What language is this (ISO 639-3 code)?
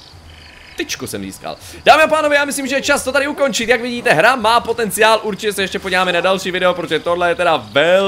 ces